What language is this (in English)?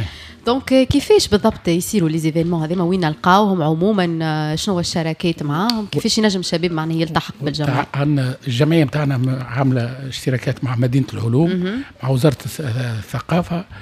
Tunisian Arabic